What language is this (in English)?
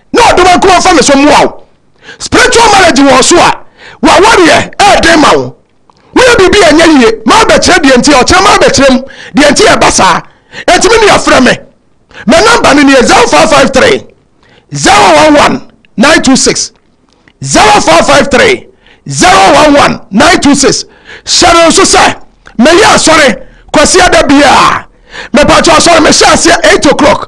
Akan